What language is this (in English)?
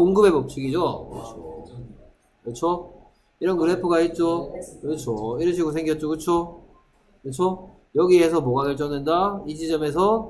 Korean